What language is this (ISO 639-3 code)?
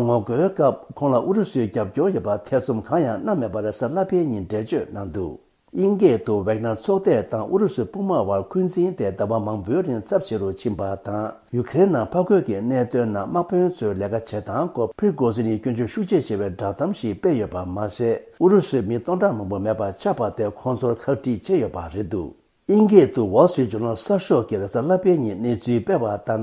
bod